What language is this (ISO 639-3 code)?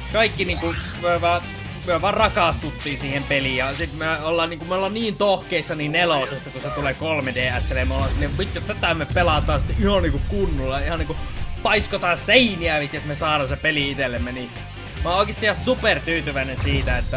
fin